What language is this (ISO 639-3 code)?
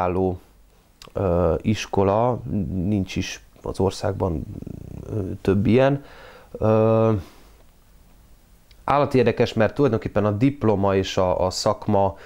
hun